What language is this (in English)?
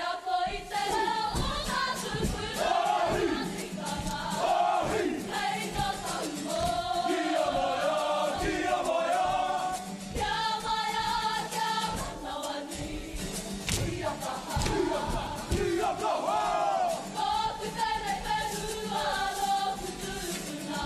Māori